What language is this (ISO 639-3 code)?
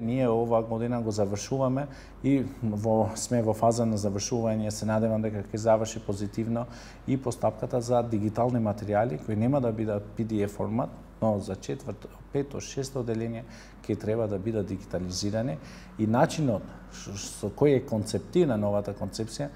mkd